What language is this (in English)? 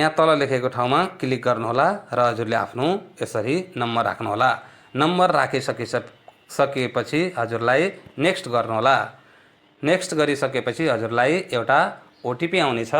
Nepali